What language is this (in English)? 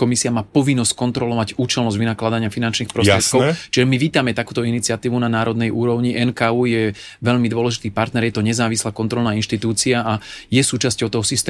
Slovak